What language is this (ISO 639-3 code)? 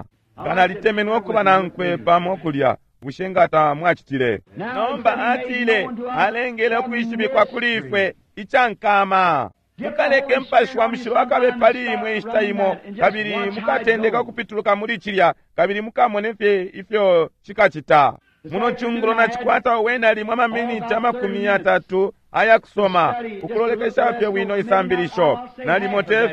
bem